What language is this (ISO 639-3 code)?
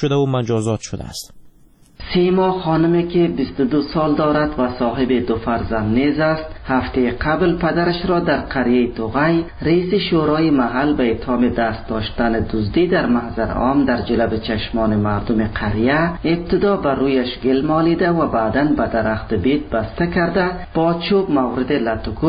fas